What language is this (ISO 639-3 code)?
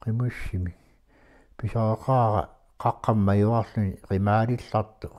kal